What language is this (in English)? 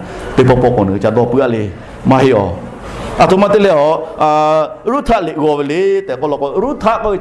Lahu